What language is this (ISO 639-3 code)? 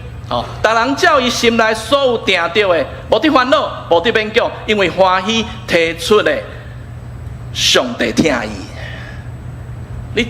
nan